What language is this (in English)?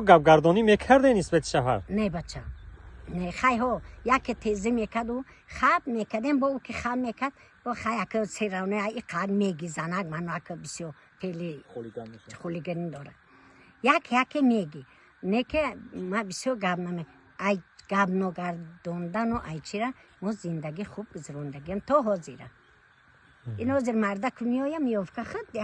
Tajik